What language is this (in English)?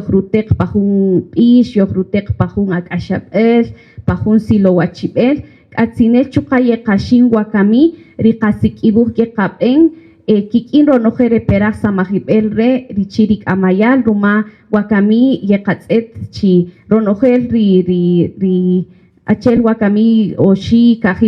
Kaqchikel